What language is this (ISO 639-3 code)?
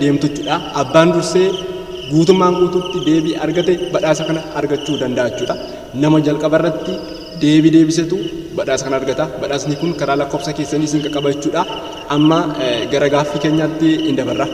orm